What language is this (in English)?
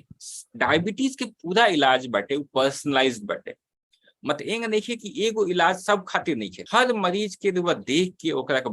Bhojpuri